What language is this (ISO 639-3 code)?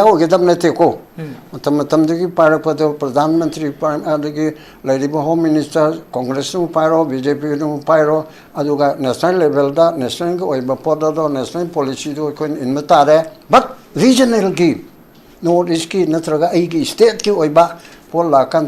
mni